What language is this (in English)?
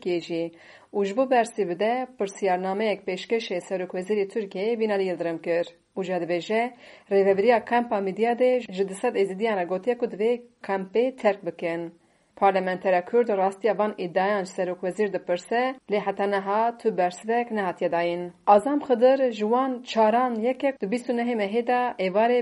Kurdish